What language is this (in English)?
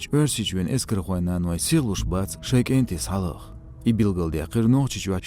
Chechen